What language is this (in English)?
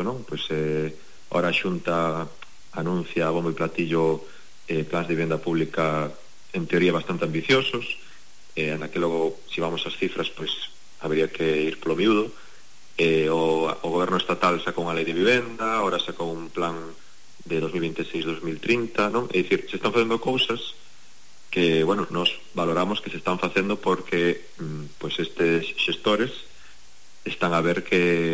Galician